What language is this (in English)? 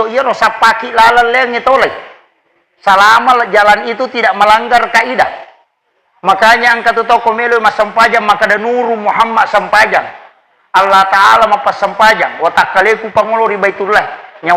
Buginese